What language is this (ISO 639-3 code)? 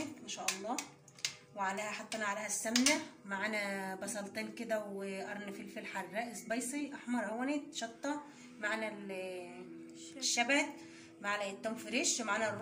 arz